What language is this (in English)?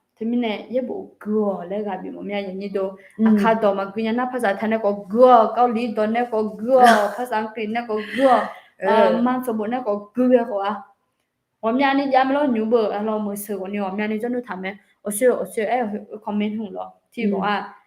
Akha